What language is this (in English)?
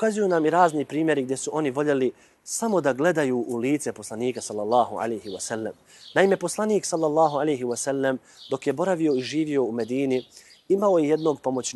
Bosnian